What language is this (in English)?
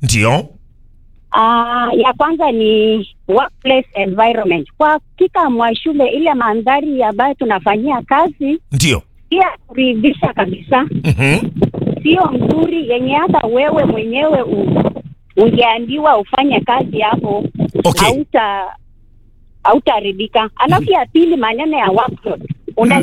Swahili